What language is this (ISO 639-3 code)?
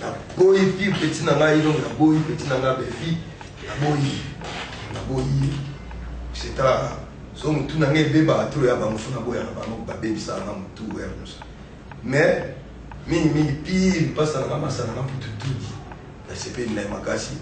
lin